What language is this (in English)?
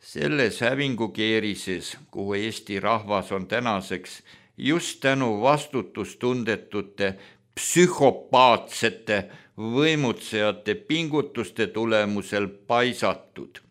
Estonian